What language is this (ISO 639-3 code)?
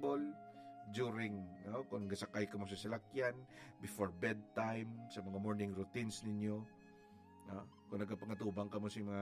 hil